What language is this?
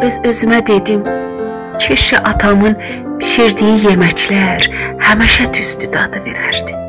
South Azerbaijani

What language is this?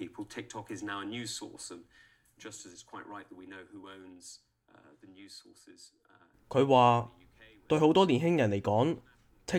Cantonese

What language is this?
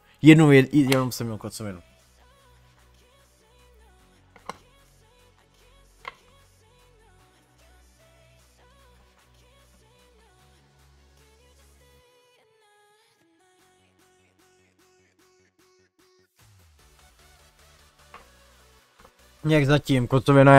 Czech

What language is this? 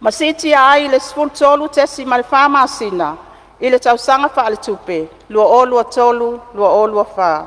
Samoan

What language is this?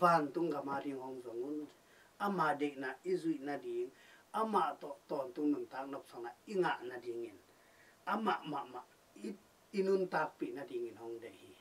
Tedim Chin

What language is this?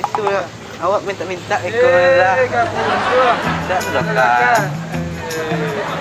Minangkabau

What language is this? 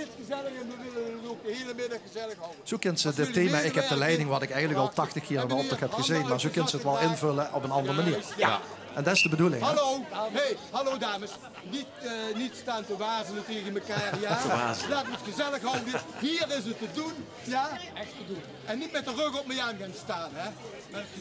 Limburgish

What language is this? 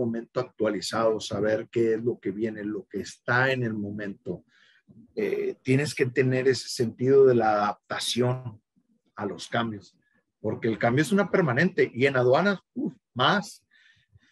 Spanish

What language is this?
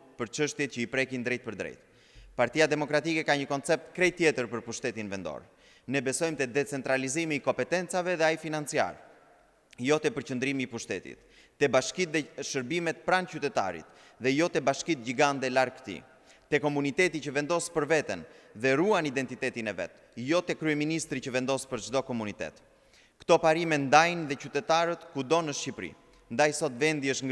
Albanian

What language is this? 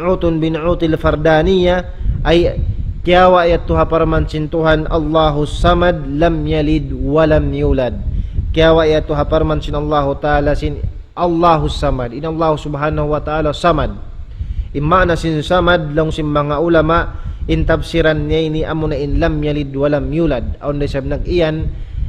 Tausug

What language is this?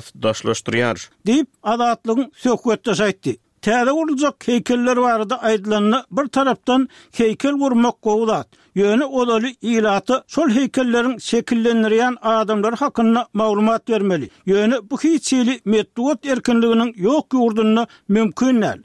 Turkmen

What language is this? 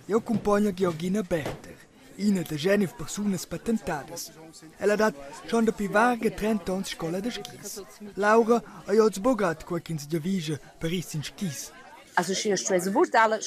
Romansh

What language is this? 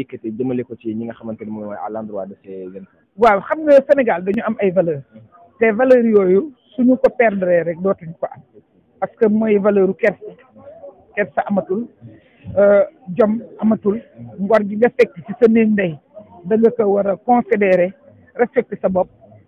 Wolof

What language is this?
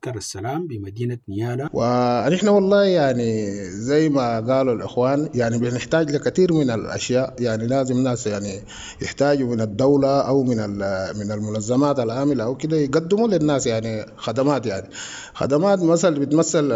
Sudanese Arabic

